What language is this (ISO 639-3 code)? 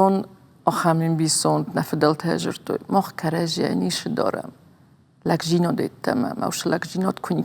oss